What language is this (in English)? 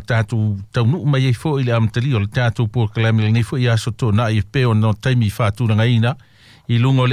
Samoan